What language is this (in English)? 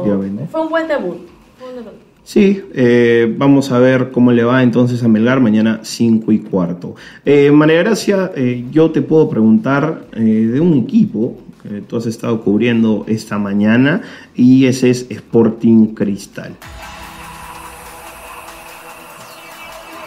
Spanish